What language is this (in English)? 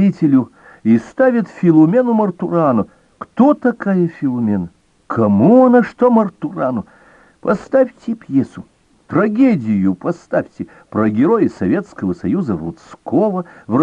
Russian